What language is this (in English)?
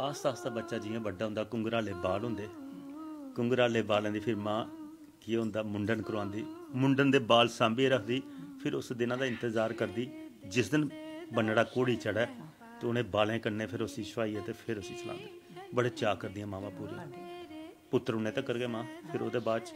Dogri